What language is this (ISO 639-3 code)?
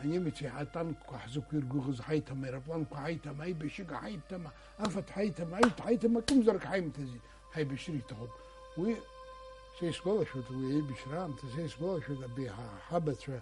abk